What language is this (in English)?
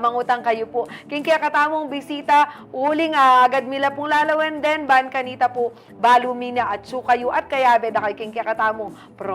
Pampanga